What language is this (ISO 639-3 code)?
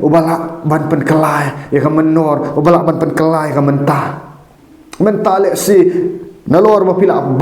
kha